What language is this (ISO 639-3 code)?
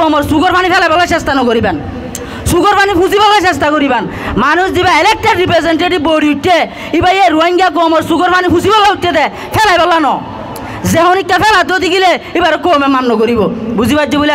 rhg